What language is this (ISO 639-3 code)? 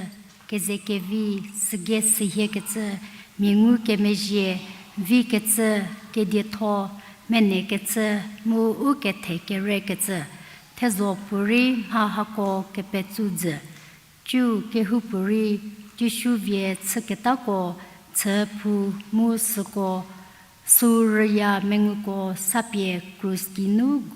njm